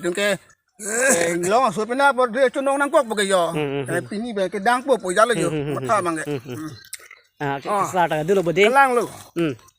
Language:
Karbi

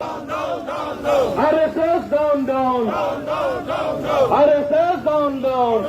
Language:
Karbi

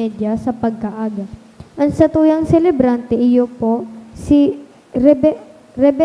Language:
Bikol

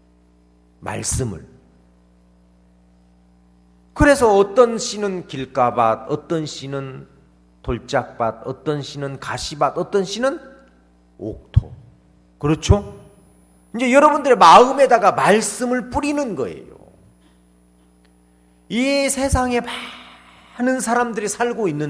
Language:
Korean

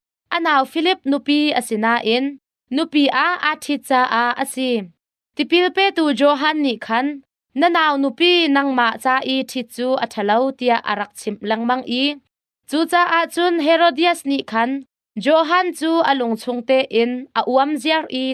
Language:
Hakha Chin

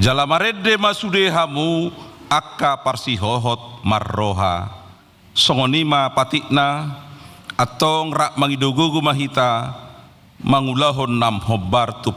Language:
Batak Toba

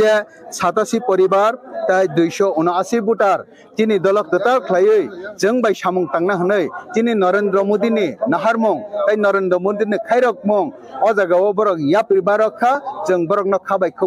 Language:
Riang (India)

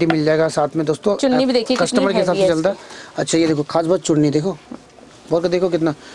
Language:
Hindi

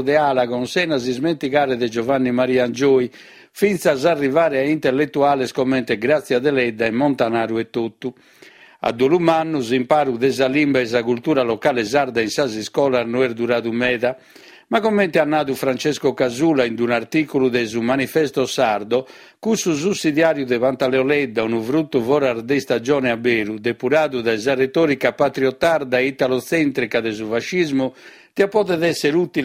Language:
Sardinian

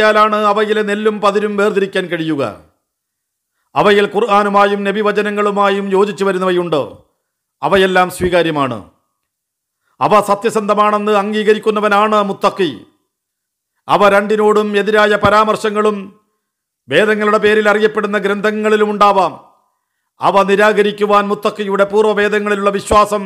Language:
Malayalam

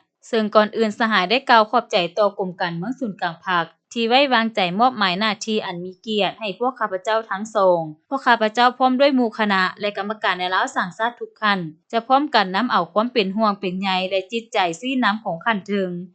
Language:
Lao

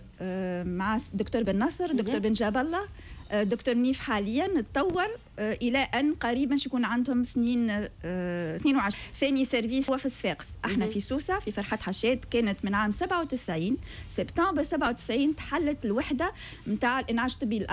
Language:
Tunisian Arabic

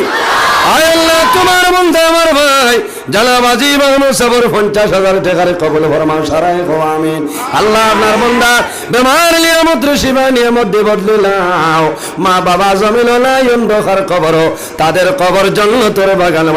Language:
Sylheti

